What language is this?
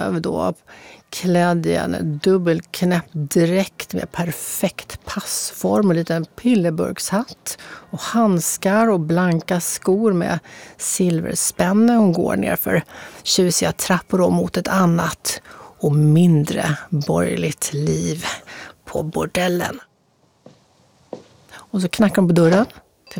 Swedish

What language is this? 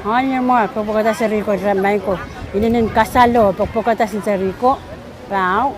Pohnpeian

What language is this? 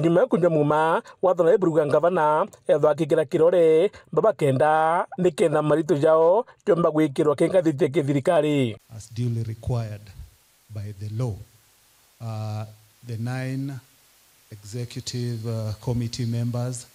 Meru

